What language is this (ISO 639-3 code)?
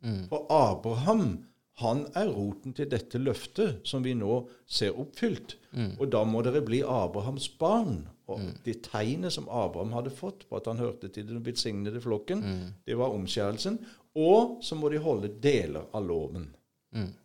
nor